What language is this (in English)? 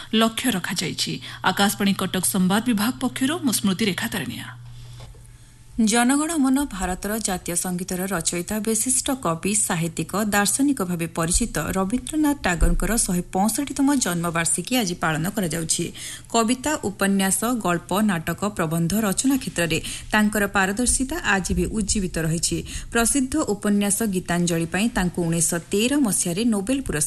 Odia